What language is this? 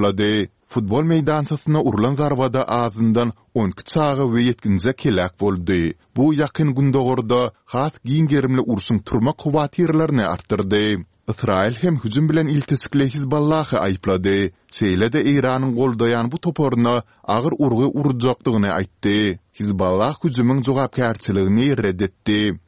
Kyrgyz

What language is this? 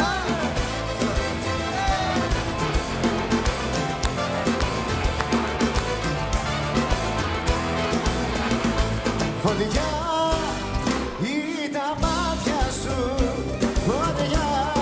Greek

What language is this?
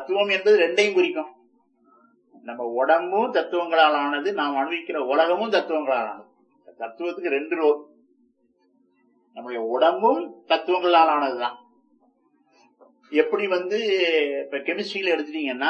Tamil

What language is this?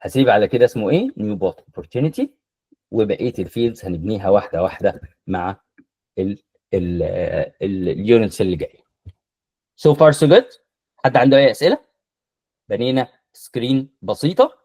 Egyptian Arabic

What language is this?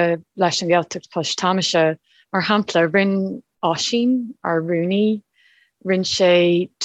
Irish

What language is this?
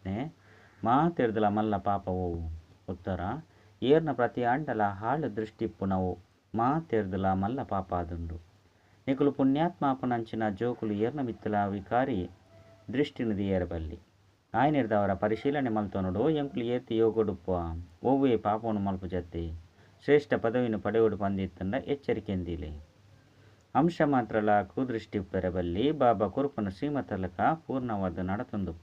Tulu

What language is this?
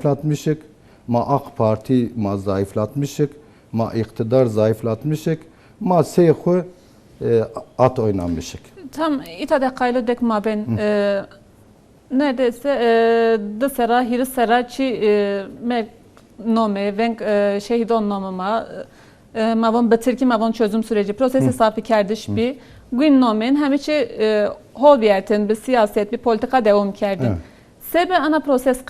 Zaza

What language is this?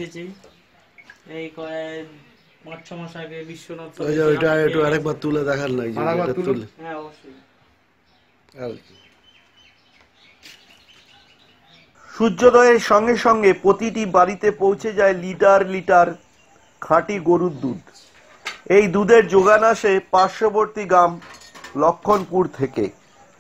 Bangla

